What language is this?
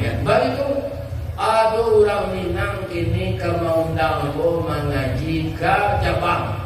Minangkabau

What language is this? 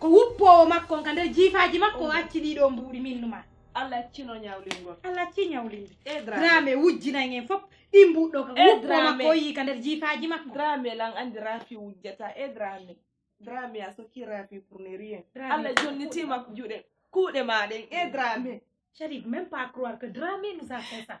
Fula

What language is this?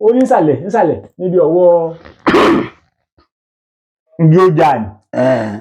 Yoruba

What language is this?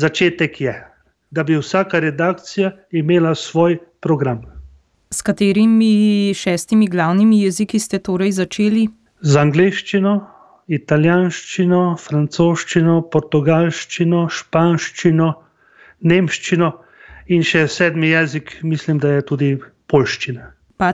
Slovenian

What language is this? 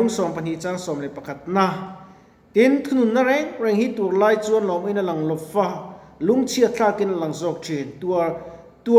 Mizo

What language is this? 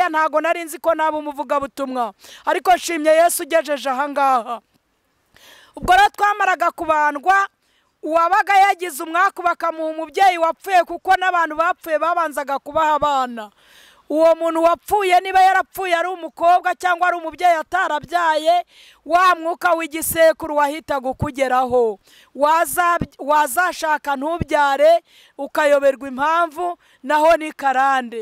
Kinyarwanda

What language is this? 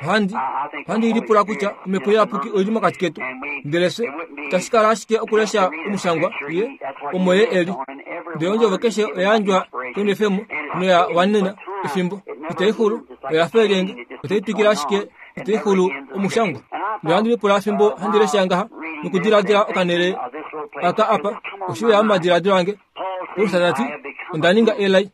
Kuanyama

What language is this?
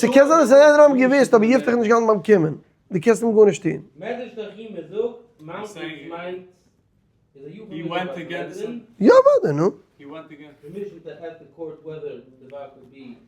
Yiddish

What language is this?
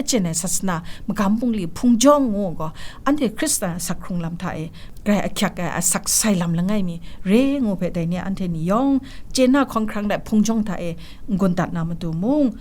Kachin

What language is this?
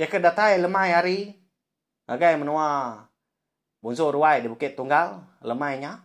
Iban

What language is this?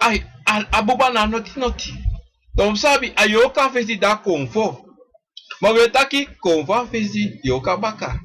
Sranan Tongo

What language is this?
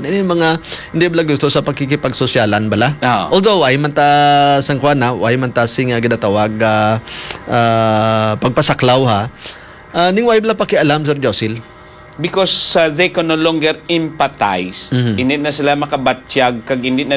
Hiligaynon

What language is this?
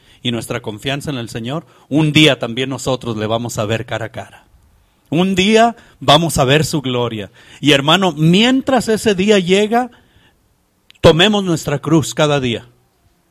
Spanish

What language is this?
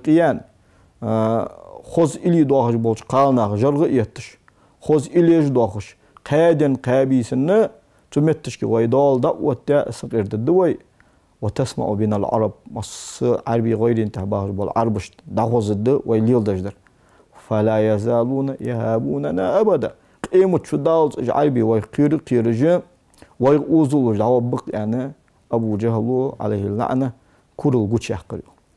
Ingush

